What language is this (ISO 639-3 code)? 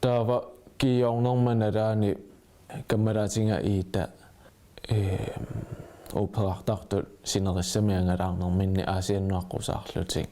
kal